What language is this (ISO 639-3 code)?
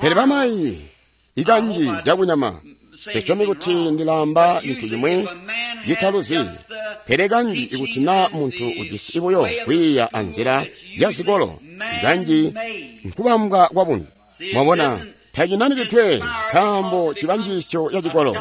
toi